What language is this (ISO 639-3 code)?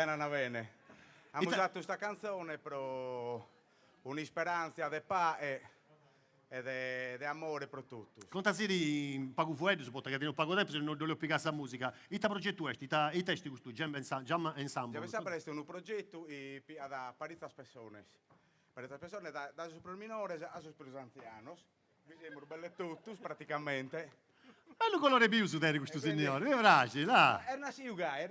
srd